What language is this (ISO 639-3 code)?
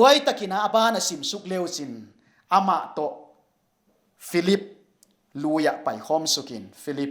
pck